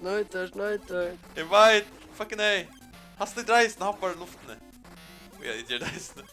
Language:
Faroese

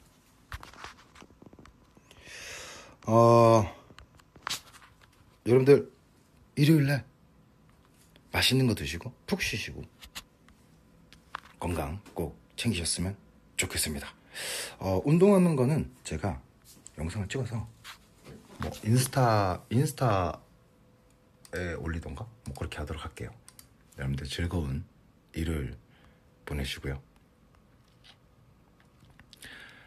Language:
Korean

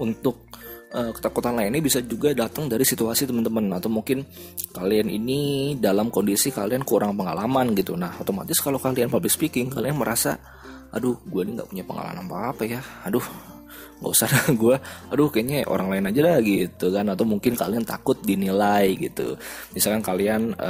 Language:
Indonesian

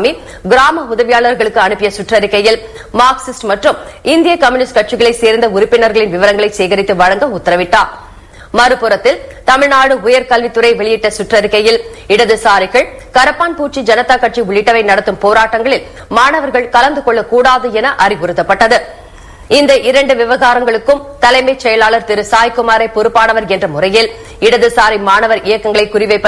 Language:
Tamil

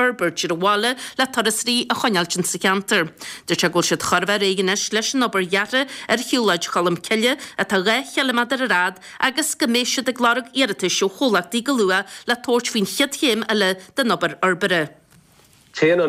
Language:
Irish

